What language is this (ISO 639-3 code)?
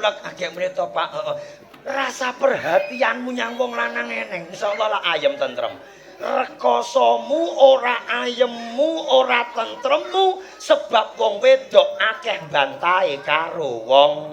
jav